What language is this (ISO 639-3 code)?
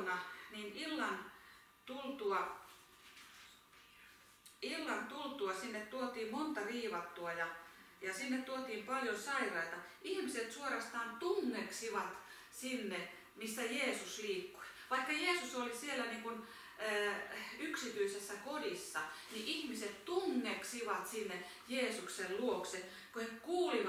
fin